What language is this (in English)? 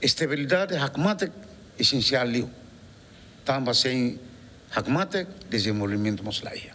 Tetum